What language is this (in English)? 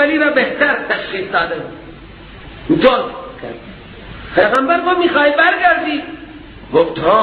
Persian